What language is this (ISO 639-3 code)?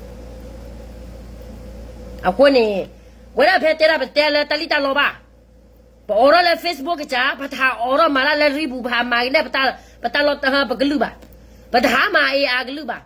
ksw